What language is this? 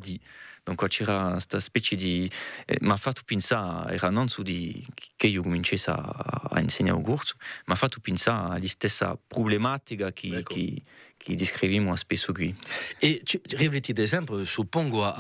Corsican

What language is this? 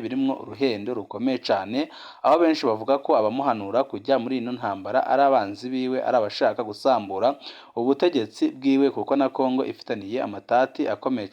Rundi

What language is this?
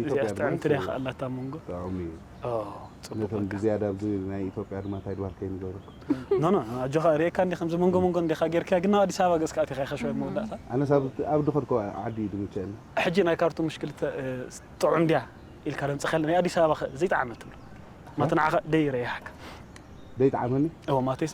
Tigrinya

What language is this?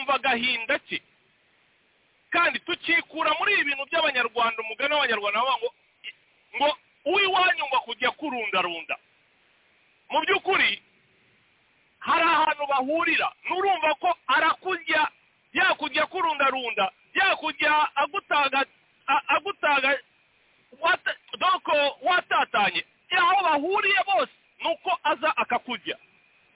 Kinyarwanda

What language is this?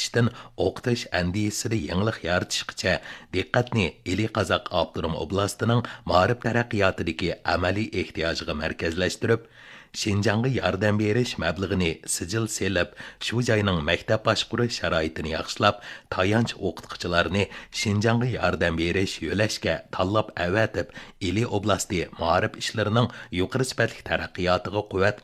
Uyghur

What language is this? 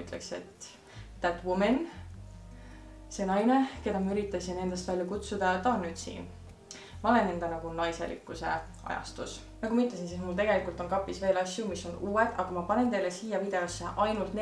Estonian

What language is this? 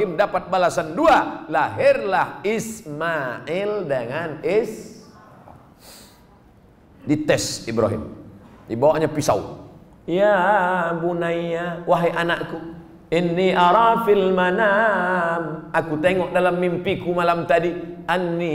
Indonesian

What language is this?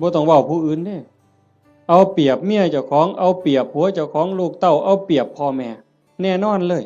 Northeastern Thai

